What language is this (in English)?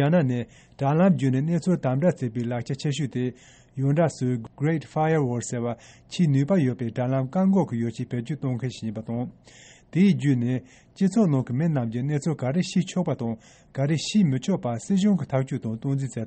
Tibetan